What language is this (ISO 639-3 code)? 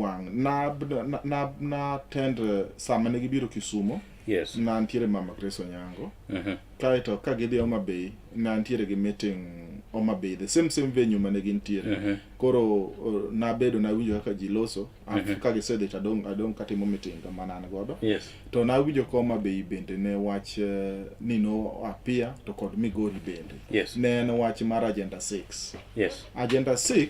luo